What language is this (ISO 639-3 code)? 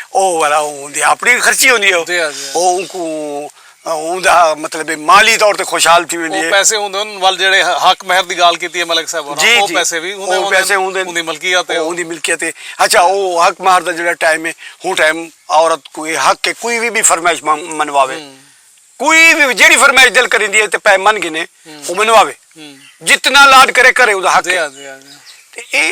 skr